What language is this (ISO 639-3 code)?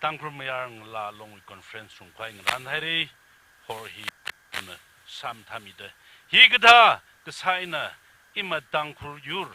nmf